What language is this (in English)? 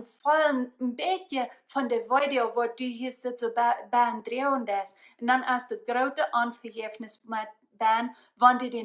Plautdietsch